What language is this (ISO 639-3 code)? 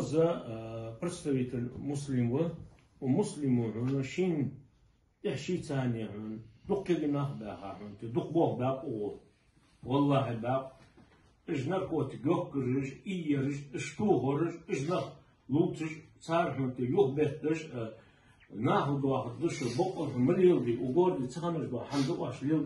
inh